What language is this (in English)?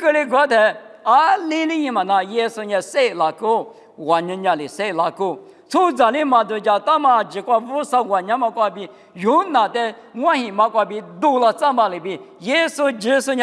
Lisu